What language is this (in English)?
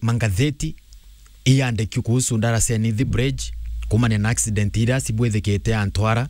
Meru